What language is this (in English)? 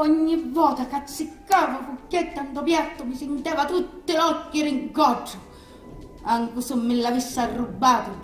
Sicilian